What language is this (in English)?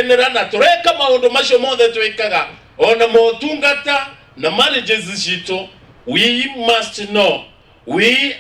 Kikuyu